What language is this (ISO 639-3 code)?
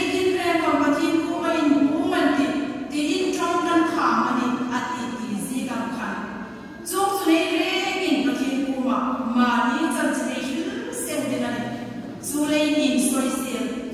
hmr